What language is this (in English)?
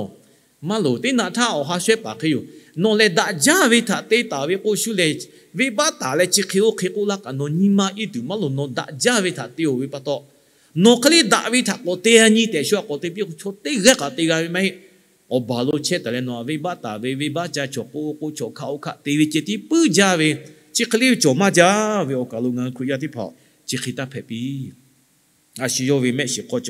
Lahu